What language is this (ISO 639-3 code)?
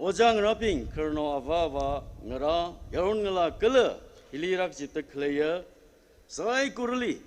nmf